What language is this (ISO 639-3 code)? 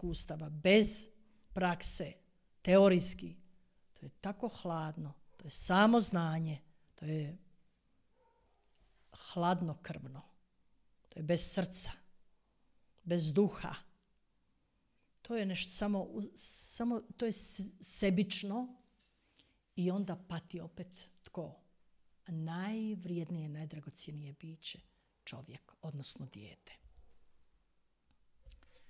hrv